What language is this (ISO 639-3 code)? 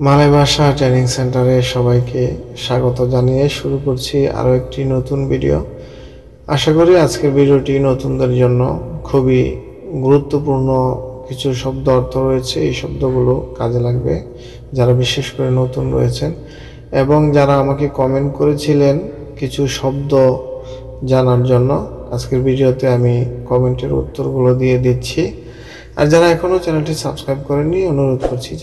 ben